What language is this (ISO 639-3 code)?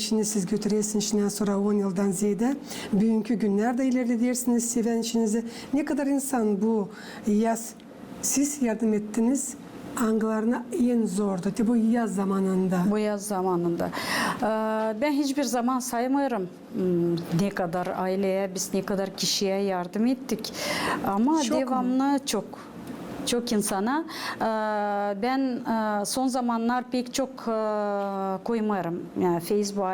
gag